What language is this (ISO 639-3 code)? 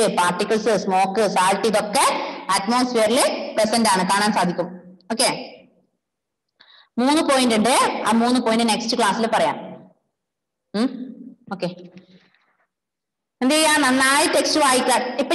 mal